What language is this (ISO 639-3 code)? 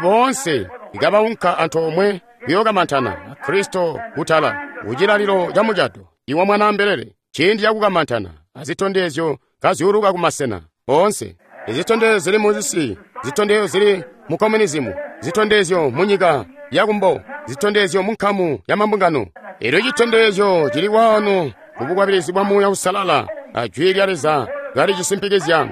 toi